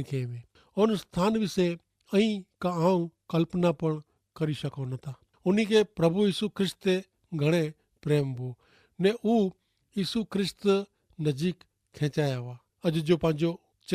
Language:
Kachhi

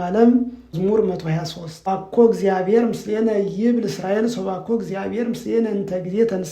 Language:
Geez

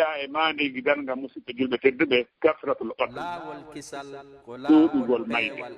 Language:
Fula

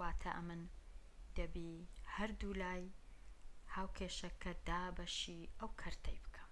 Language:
Central Kurdish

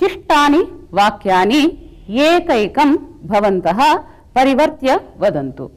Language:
Sanskrit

